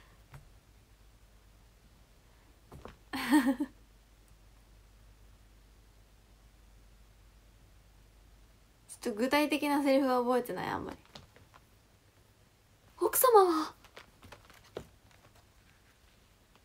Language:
Japanese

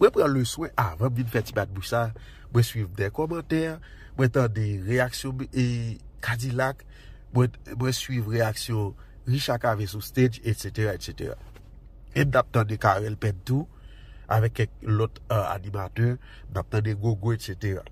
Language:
Haitian Creole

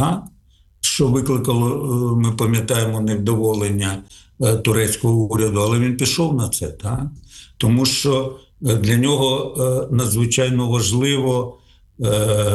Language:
Ukrainian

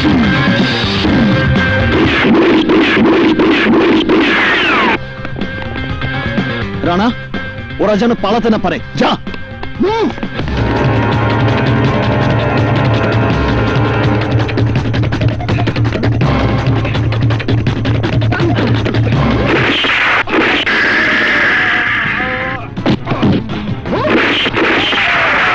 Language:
Bangla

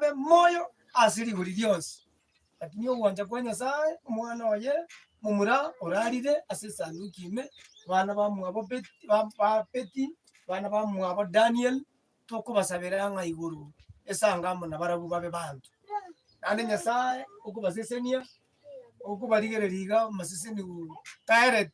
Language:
Gusii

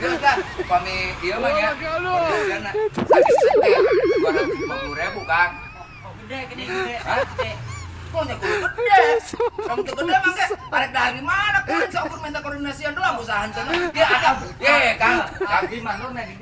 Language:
Sundanese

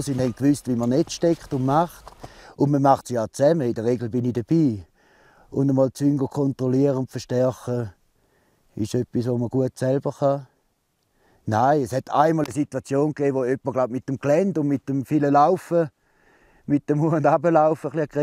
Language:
Romansh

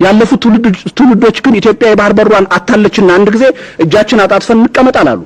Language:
Amharic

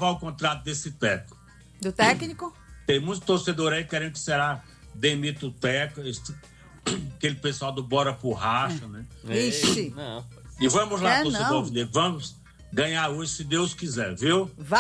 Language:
Portuguese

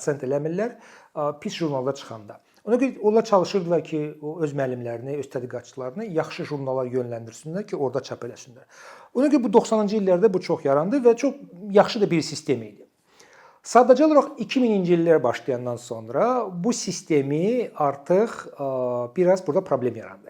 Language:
Azerbaijani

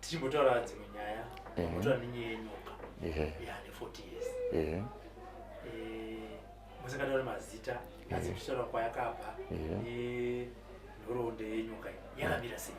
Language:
Shona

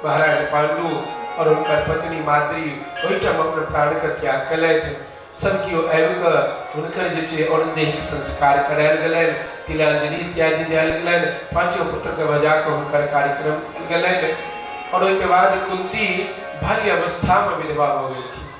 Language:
Maithili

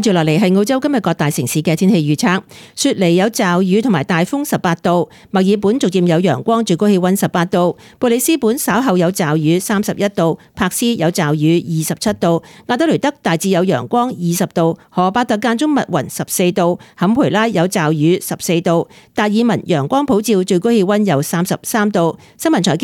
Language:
Cantonese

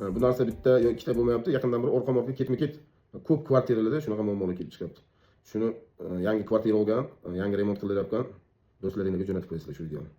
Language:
Uzbek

